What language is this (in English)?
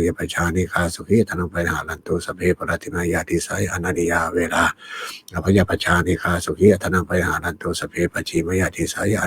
Pali